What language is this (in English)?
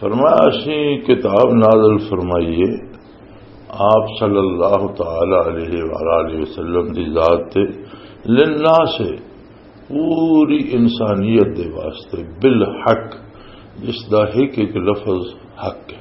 Western Panjabi